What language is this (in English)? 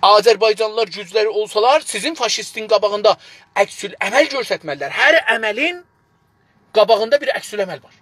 South Azerbaijani